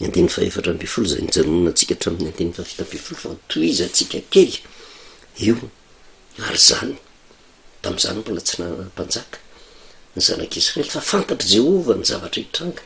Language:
Malagasy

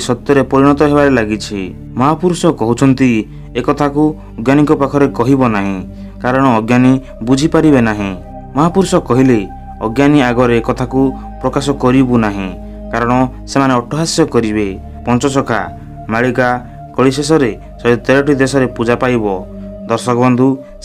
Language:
Odia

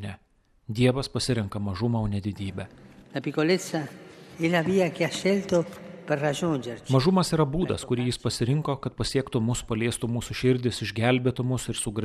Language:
Lithuanian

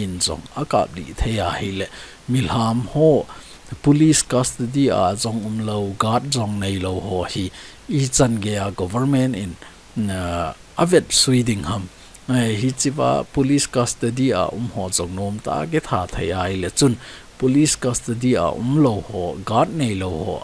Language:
Thado Chin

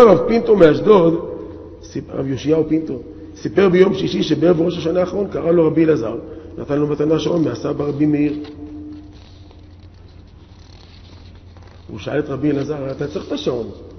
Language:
Hebrew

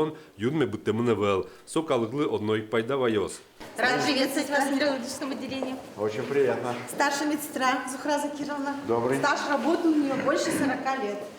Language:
Udmurt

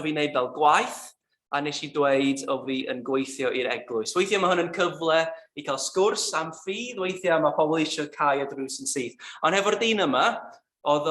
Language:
Welsh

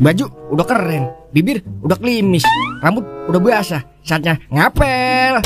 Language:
Betawi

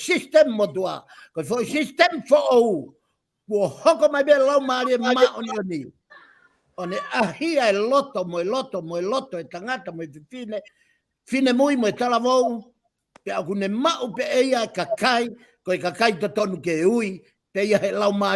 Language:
Tongan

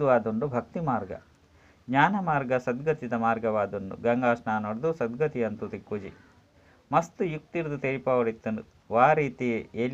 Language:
Tulu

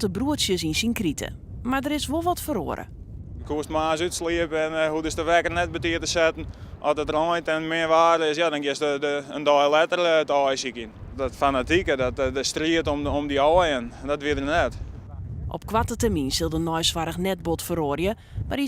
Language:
Western Frisian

